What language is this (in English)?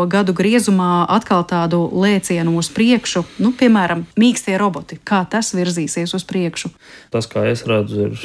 Latvian